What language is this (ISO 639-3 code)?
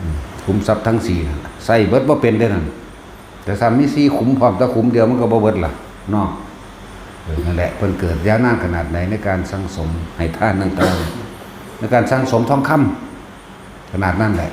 tts